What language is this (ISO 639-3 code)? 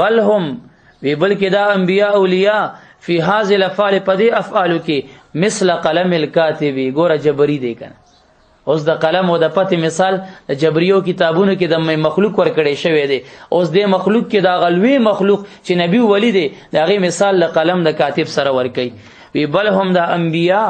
pus